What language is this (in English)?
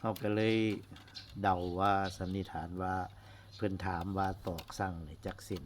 Northeastern Thai